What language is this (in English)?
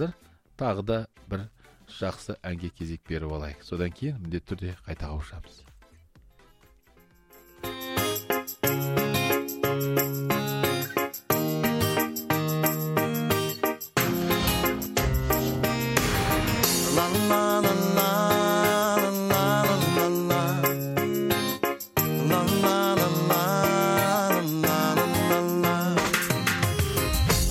Kazakh